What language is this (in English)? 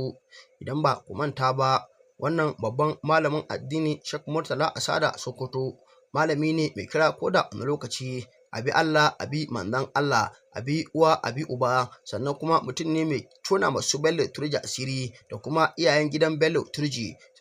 Hausa